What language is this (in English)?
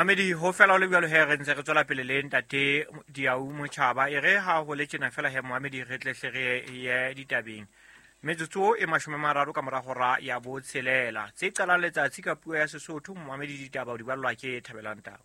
Southern Sotho